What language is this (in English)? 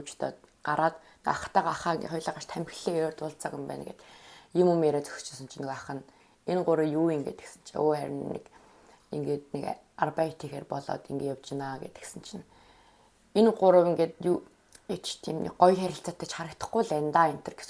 Mongolian